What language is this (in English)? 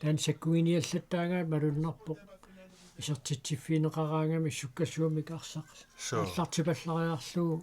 Kalaallisut